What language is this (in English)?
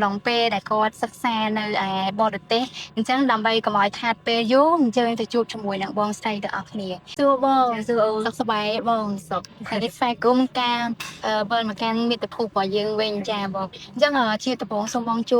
Khmer